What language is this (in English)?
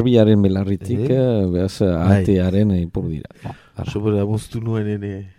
Basque